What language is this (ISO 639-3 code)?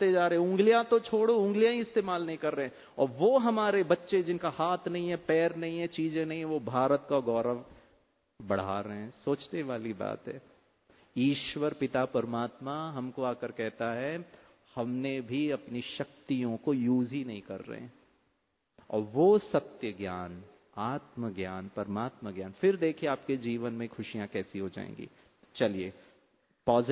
hin